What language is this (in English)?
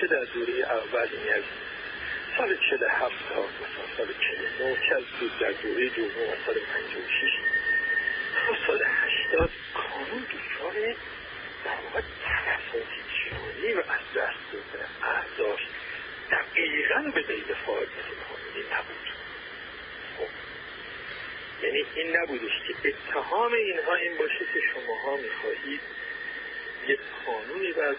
Persian